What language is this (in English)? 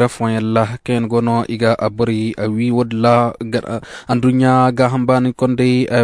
Koyraboro Senni